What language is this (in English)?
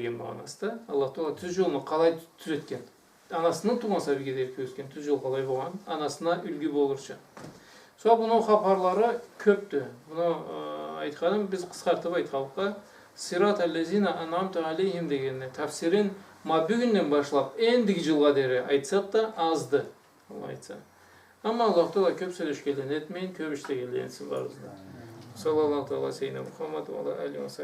Karachay-Balkar